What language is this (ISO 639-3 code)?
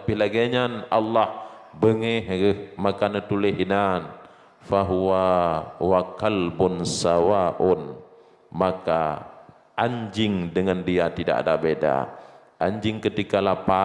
ace